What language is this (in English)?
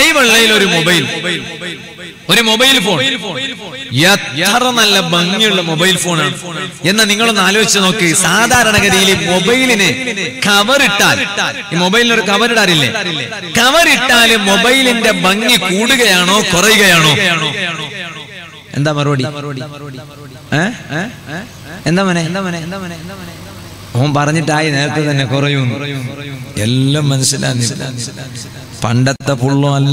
Malayalam